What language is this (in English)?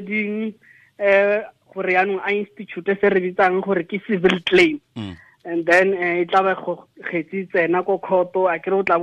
Tswana